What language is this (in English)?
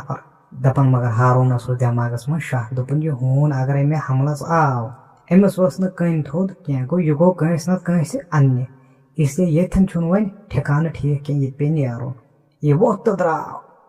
Kashmiri